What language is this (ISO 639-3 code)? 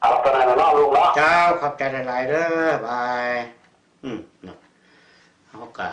lao